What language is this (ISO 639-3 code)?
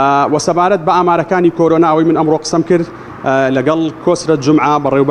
ckb